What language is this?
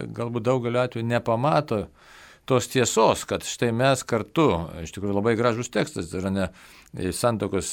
Lithuanian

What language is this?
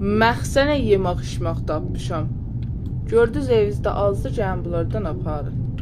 South Azerbaijani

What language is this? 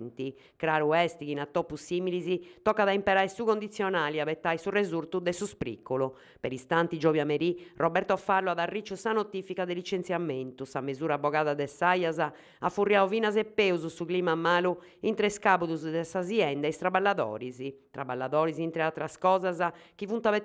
Sardinian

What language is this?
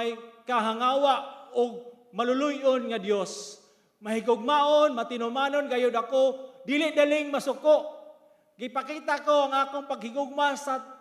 Cebuano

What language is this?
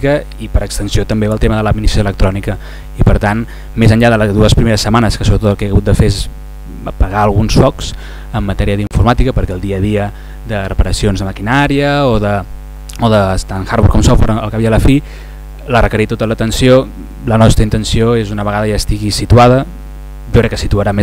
Catalan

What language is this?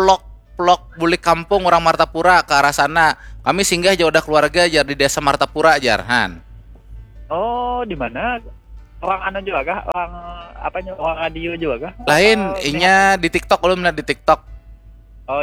Banjar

